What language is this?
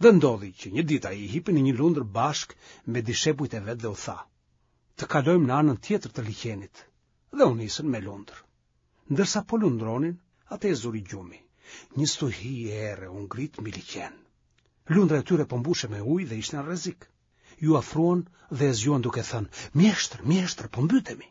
Albanian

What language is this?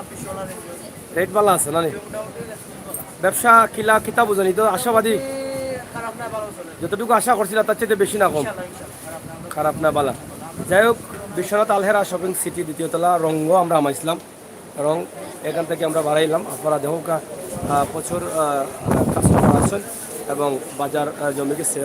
Sylheti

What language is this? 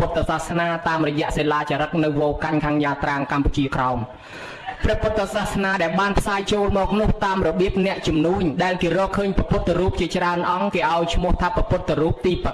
Khmer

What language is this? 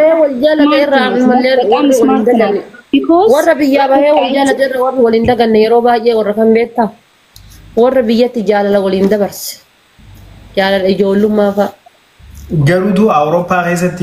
Oromo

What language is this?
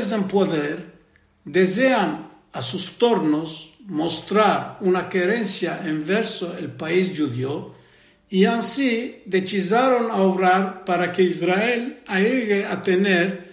Ladino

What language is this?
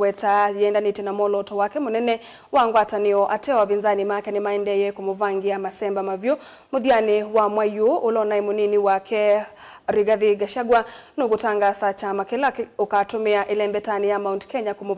Kamba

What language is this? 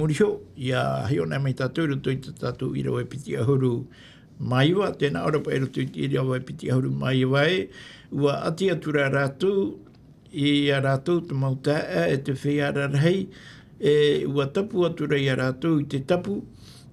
Tahitian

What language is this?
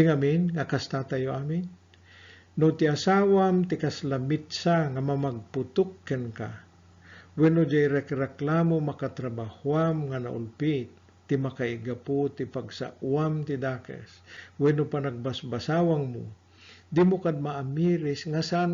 Iloko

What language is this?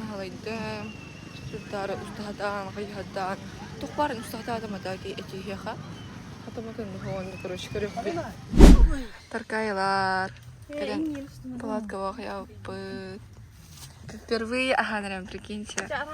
Yakut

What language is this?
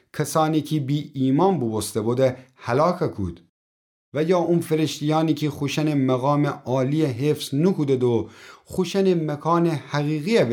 Gilaki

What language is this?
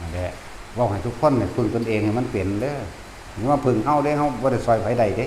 Northeastern Thai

